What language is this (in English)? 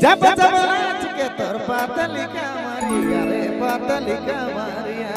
Sadri